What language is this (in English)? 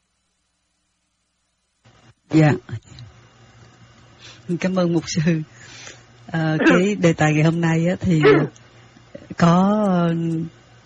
Vietnamese